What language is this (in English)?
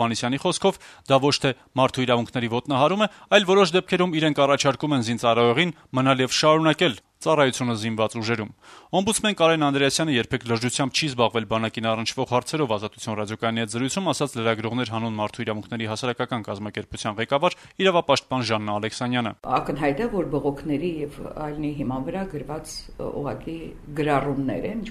Armenian